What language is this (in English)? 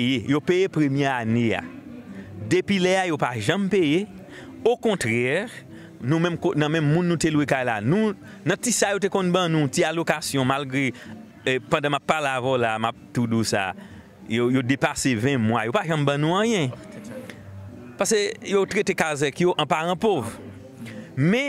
Haitian Creole